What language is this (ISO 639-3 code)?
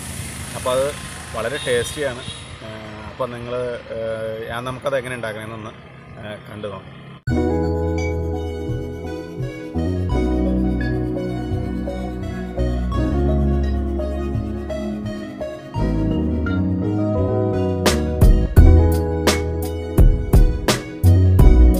mal